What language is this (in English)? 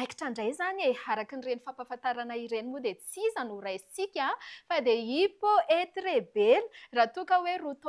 Malagasy